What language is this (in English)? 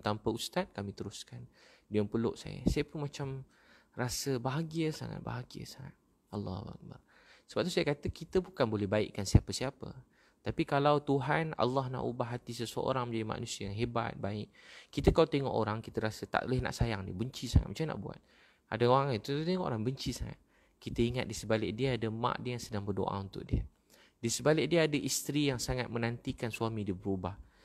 Malay